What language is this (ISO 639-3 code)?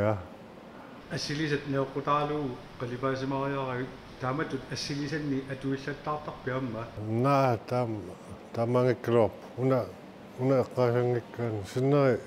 kal